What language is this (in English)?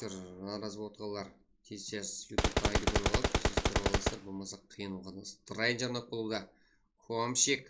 Kara-Kalpak